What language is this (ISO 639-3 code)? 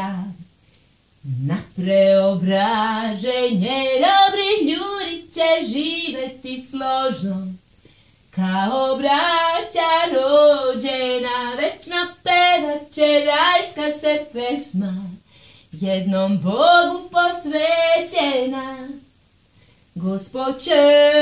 srp